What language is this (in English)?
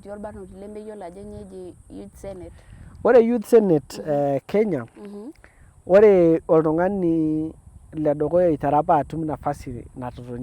Masai